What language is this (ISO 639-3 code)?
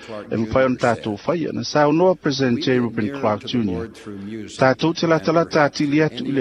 smo